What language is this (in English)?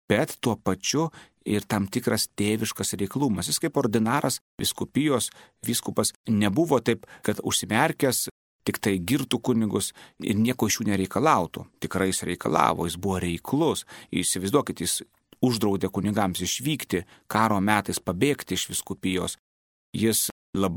Lithuanian